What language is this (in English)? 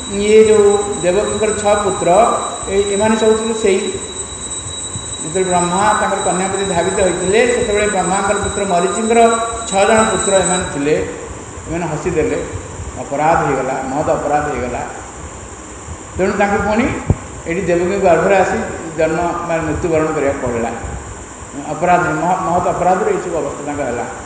Odia